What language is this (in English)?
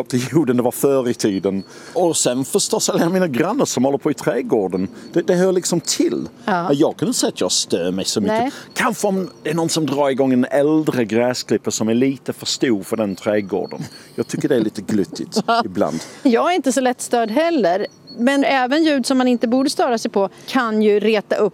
Swedish